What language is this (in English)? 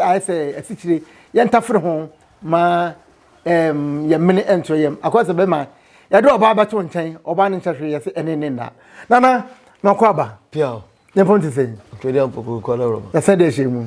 Akan